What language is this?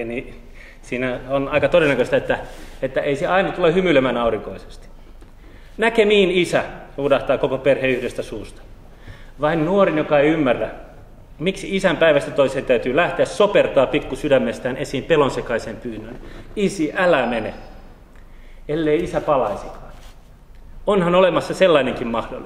Finnish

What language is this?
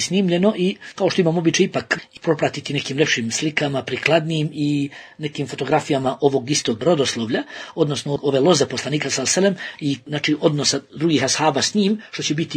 Bosnian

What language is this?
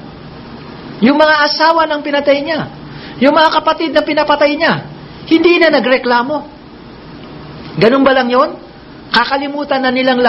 Filipino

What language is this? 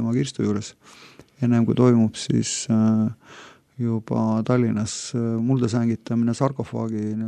Estonian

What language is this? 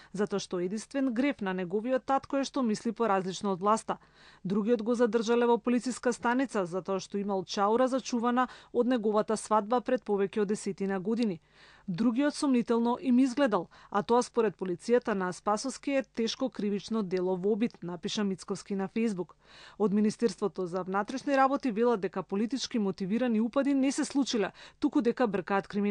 Macedonian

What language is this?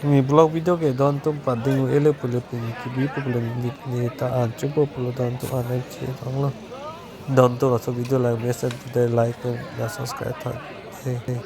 Karbi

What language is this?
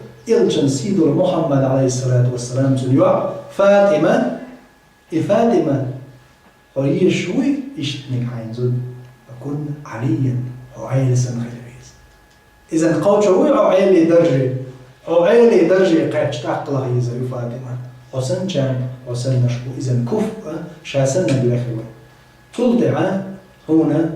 Chechen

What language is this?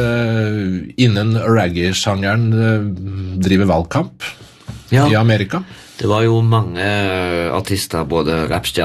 Norwegian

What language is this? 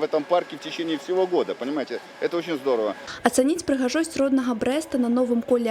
Belarusian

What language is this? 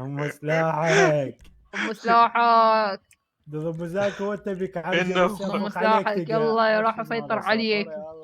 Mesopotamian Arabic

